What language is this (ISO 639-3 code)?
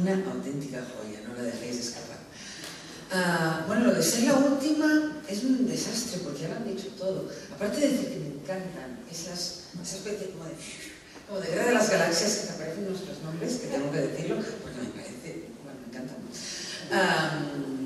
spa